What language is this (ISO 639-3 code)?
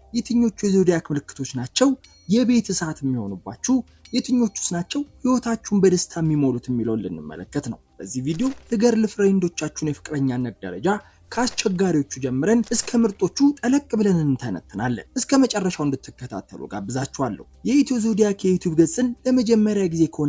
amh